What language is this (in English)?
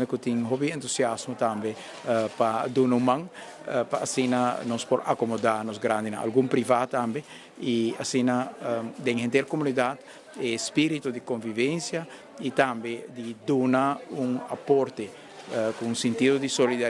Papiamento